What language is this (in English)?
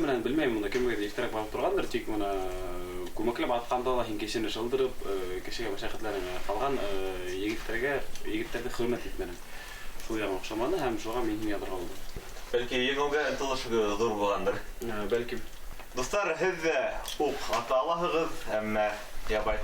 Bashkir